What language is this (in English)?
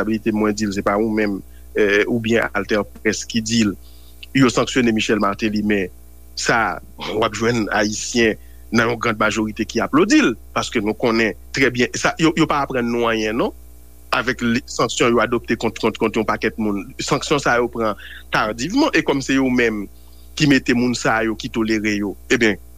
Haitian Creole